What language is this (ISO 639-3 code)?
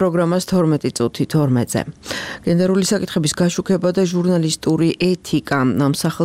kat